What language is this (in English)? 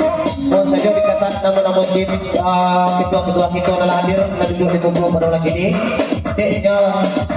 Minangkabau